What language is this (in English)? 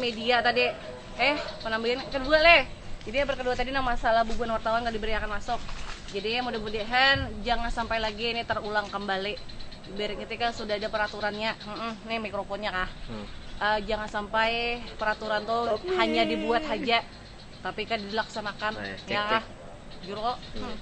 Banjar